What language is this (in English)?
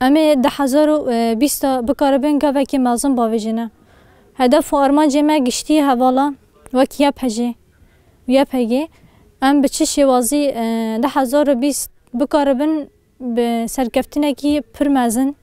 Kurdish